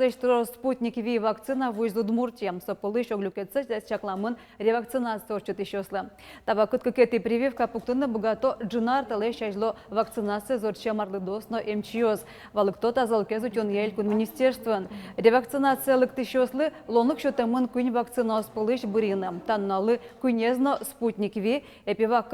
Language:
Udmurt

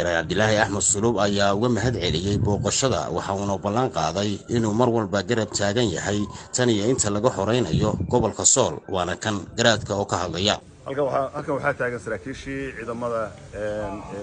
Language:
Somali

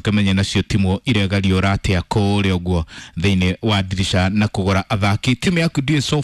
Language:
Kikuyu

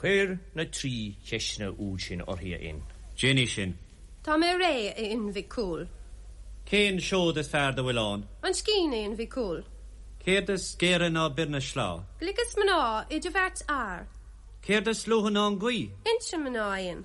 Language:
Irish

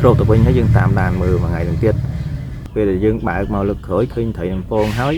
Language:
Khmer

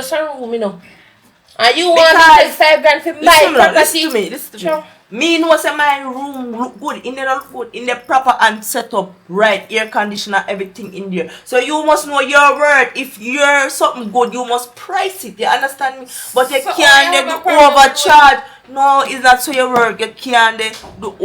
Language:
Jamaican Creole English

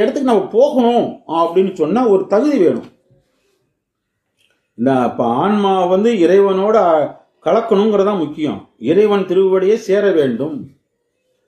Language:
Tamil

